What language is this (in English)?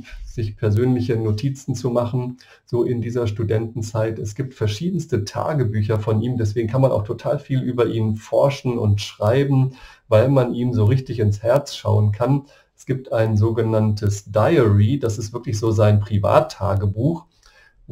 German